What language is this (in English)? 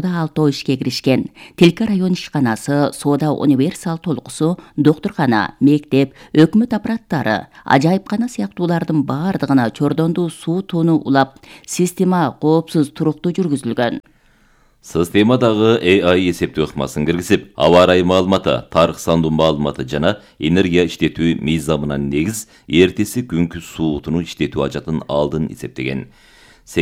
Kyrgyz